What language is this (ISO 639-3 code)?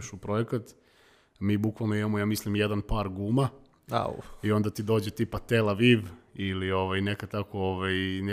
srp